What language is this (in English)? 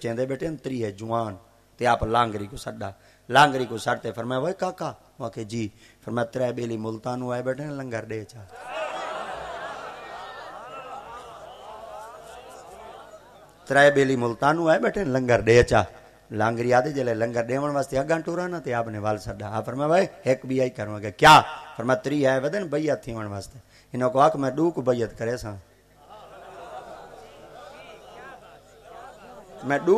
Saraiki